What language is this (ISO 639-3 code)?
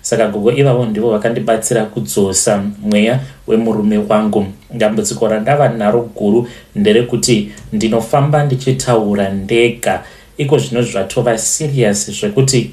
sna